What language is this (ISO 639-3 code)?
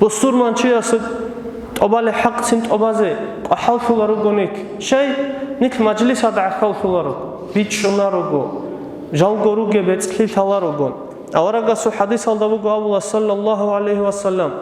ava